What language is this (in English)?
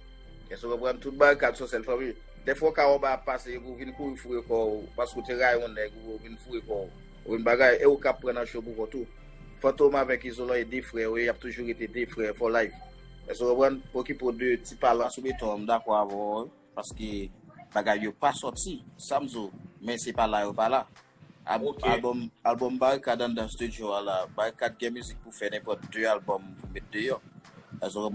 Haitian Creole